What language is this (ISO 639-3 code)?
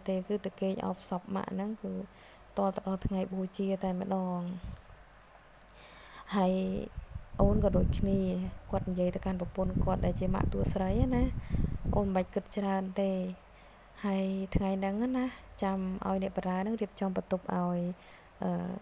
khm